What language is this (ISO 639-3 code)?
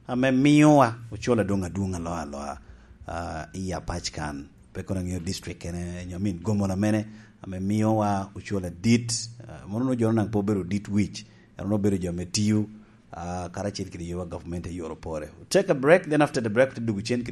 laj